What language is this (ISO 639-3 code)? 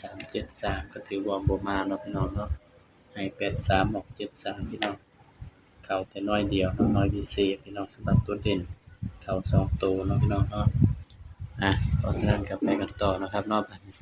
tts